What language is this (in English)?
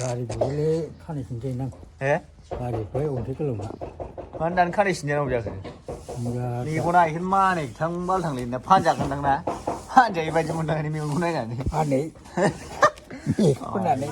Bodo